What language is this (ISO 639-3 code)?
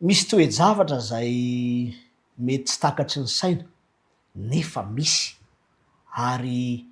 mlg